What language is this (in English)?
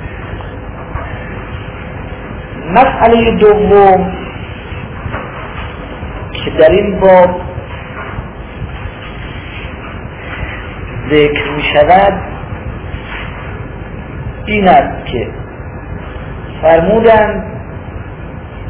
Persian